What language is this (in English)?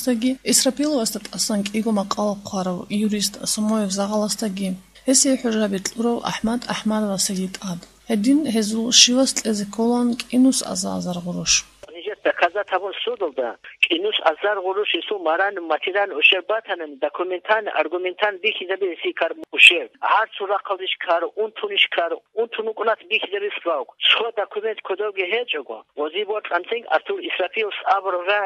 Avaric